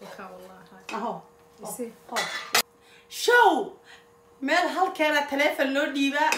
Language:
Somali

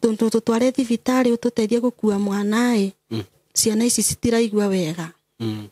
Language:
Kikuyu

